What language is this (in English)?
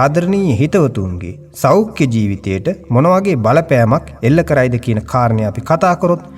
Sinhala